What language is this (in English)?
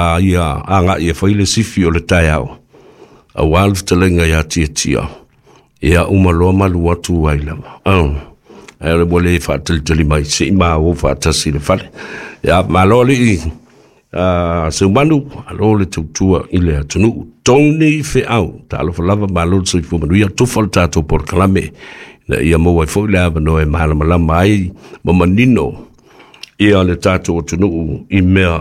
Samoan